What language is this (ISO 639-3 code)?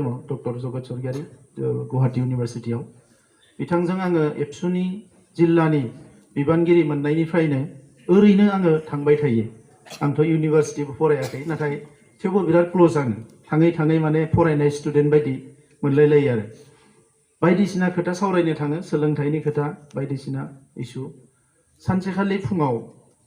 brx